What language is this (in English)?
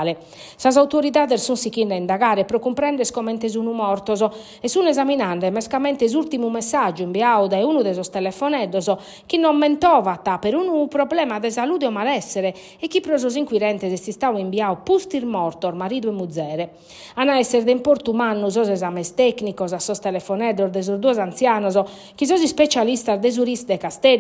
Sardinian